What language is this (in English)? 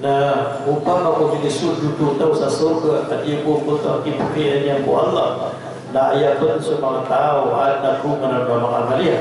Maranao